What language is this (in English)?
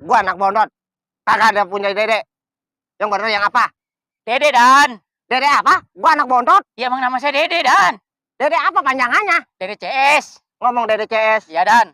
Betawi